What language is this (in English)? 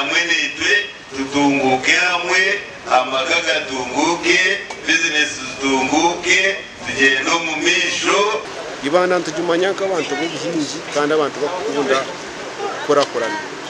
Nyankole